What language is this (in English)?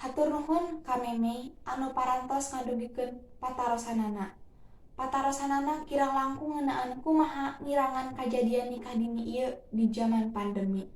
Sundanese